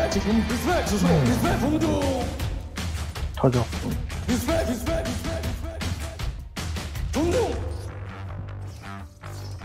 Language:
Korean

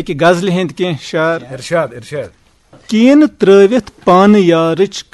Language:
Kashmiri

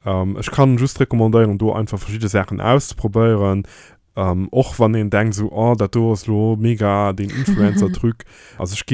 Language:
Luxembourgish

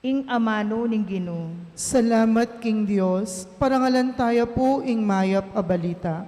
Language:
Pampanga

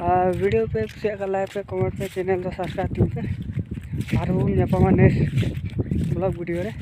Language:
Santali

